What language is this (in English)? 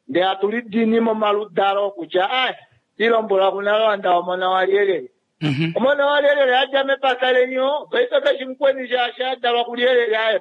Kuanyama